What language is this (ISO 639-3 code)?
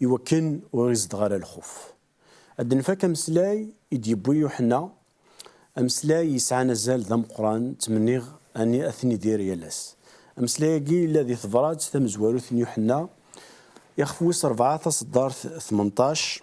kab